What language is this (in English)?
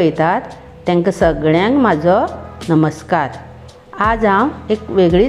Konkani